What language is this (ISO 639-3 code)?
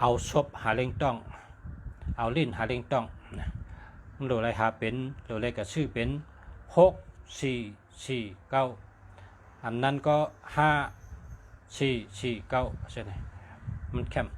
shn